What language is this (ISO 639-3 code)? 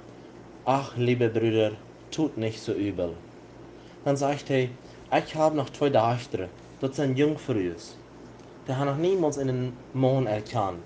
pdt